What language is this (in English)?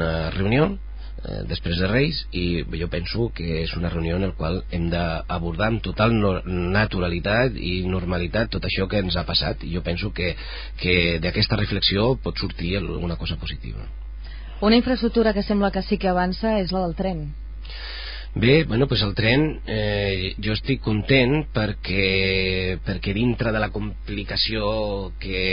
Catalan